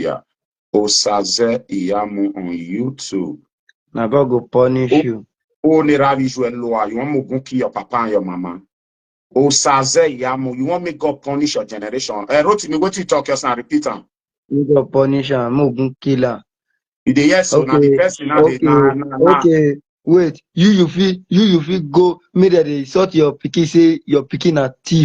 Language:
Nigerian Pidgin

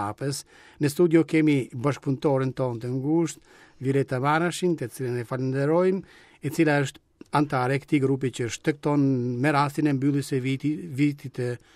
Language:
Albanian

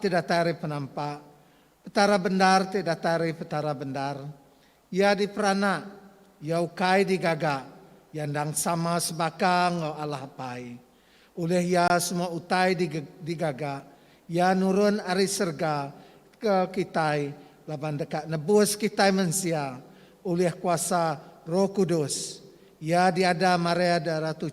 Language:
Iban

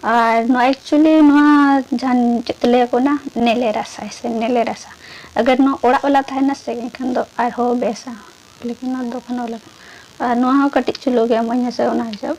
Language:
Santali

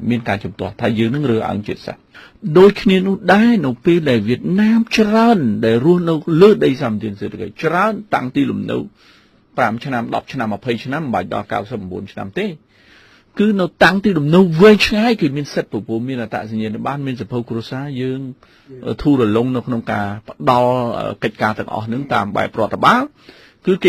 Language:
Khmer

